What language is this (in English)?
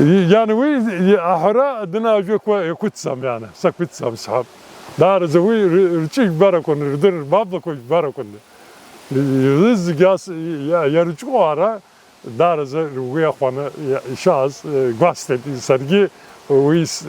Abkhazian